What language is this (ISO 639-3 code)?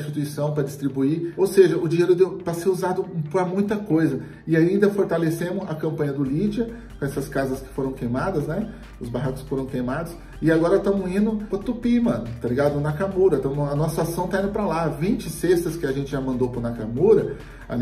por